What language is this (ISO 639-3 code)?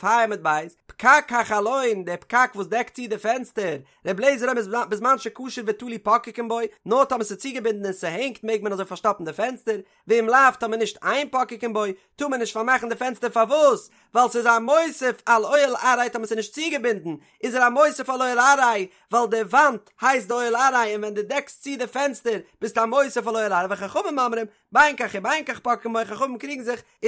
yid